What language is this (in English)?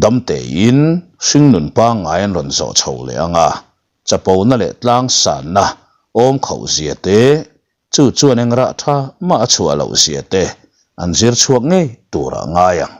Mizo